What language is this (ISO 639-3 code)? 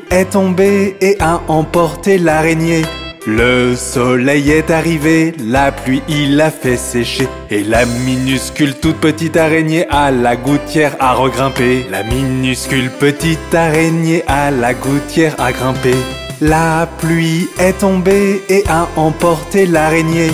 fra